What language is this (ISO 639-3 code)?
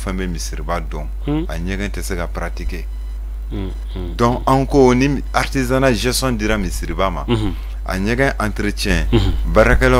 bam